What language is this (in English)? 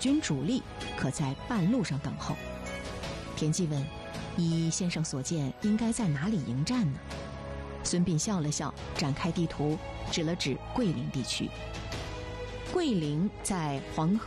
Chinese